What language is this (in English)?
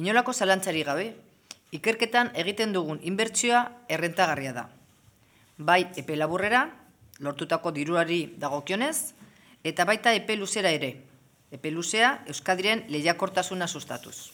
Basque